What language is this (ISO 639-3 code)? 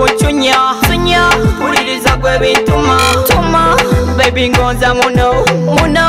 nyo